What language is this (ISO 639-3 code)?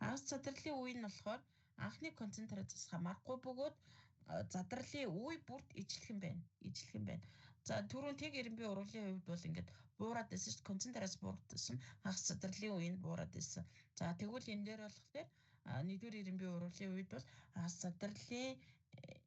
mon